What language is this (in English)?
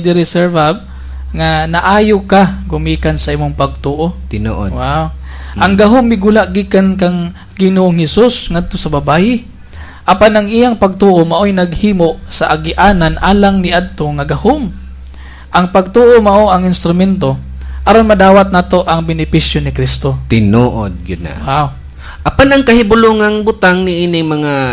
Cebuano